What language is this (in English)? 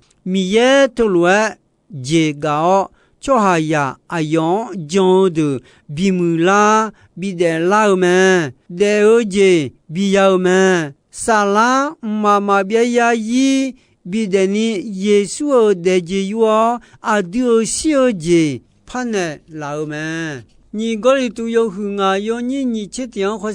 Akha